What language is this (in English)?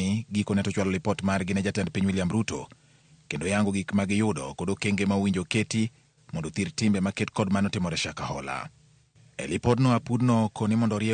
Luo (Kenya and Tanzania)